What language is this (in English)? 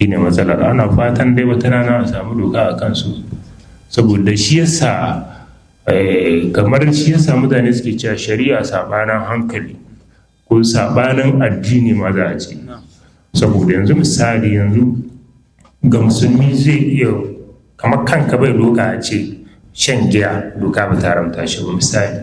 Hausa